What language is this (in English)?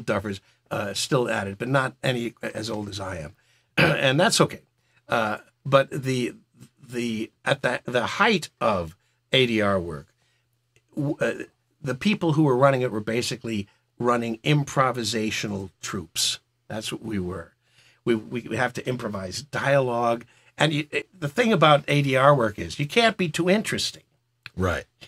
English